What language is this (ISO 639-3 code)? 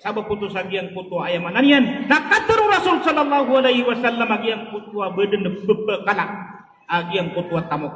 mrw